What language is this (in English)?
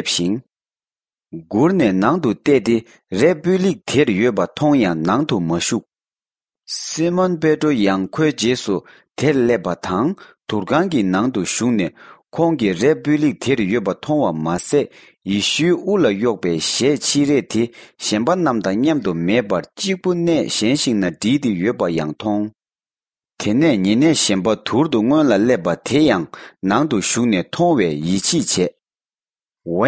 Tibetan